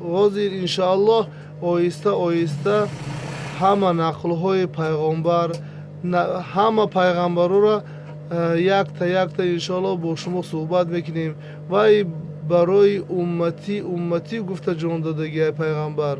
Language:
Tajik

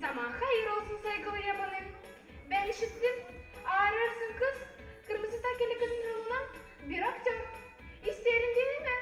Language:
Gagauz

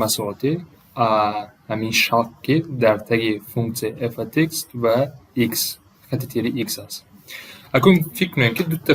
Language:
Tajik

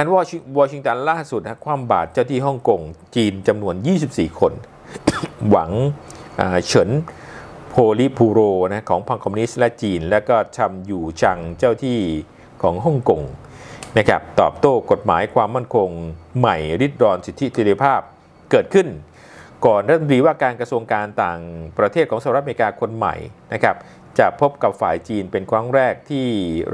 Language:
Thai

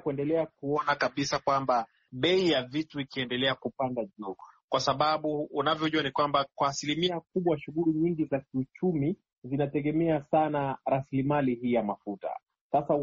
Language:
Swahili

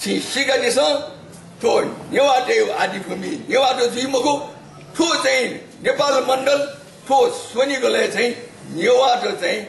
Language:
Newari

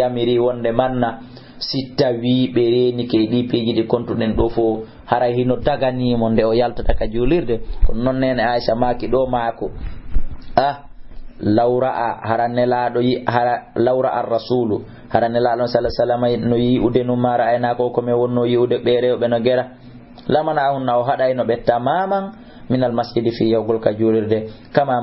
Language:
Fula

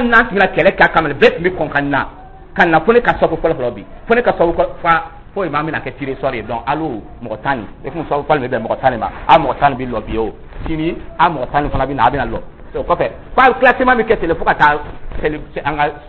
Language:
Dyula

